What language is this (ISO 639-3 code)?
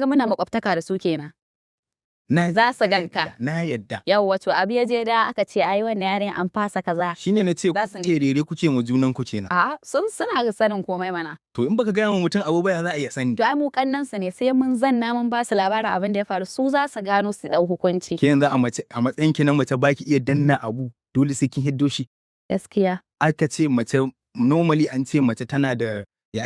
hau